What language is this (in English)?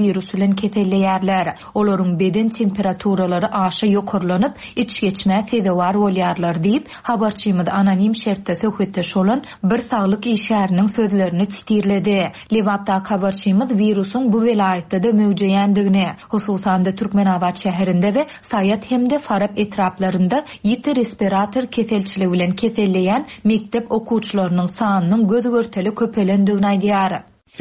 Turkmen